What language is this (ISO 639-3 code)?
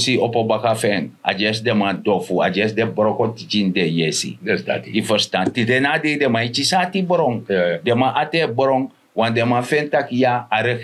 srn